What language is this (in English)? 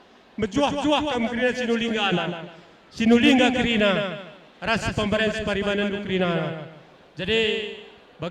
Batak Karo